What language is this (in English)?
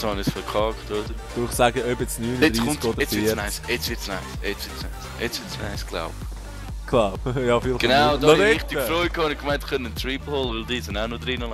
Swiss German